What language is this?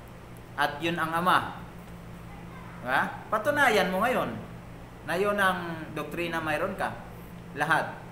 Filipino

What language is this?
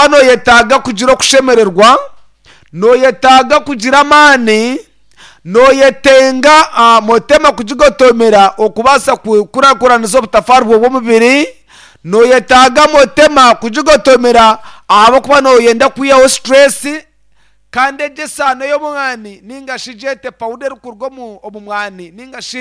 Nyankole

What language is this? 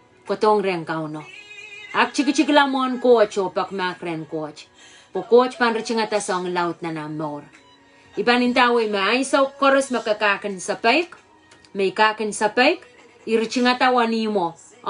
Pohnpeian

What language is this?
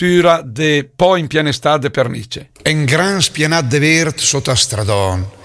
Lombard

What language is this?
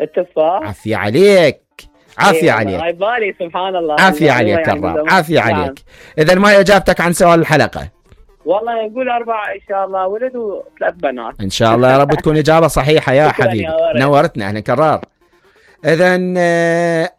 Mesopotamian Arabic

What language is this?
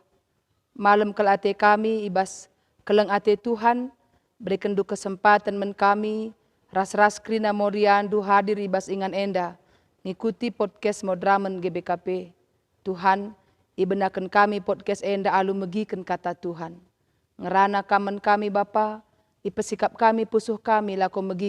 Batak Karo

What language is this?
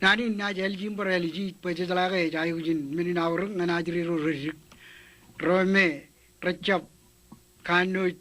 Marshallese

